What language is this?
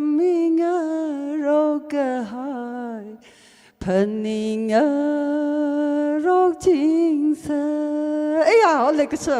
Tangkhul Naga (India)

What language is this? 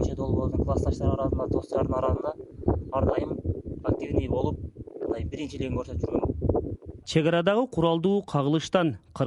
Kyrgyz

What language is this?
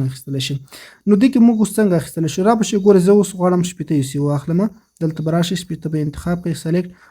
Pashto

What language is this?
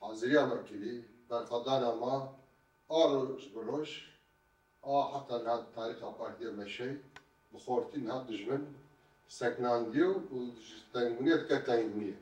Kurdish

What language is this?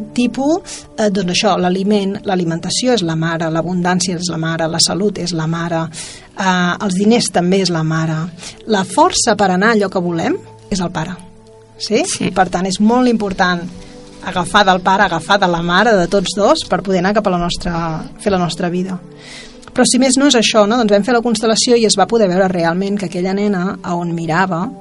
Catalan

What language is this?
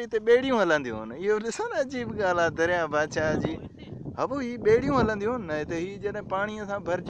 Sindhi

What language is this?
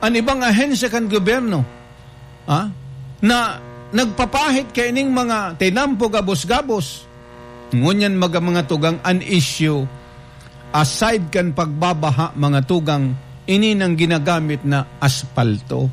Bikol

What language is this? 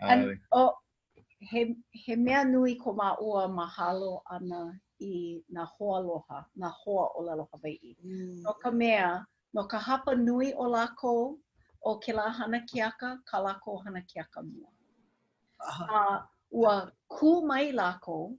Hawaiian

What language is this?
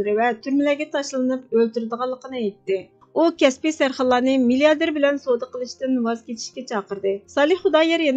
Uyghur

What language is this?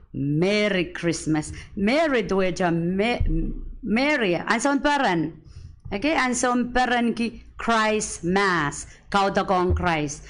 Pohnpeian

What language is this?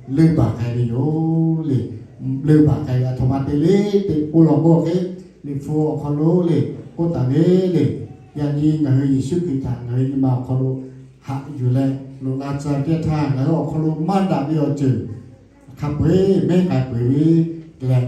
Lahu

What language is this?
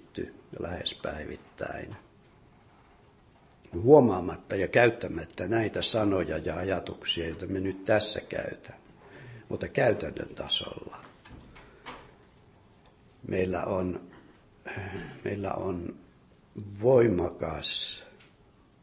Finnish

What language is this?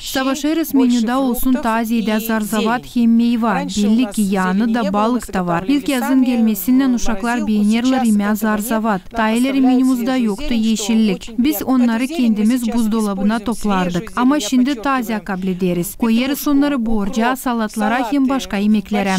Gagauz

